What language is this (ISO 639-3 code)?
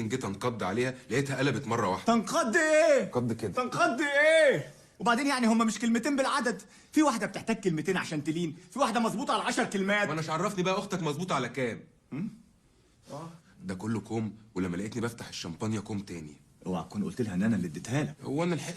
arz